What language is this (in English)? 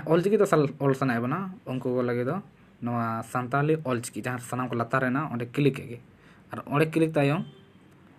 Santali